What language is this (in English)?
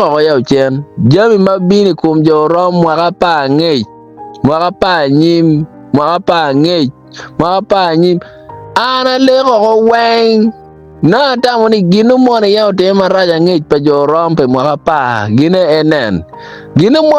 Acoli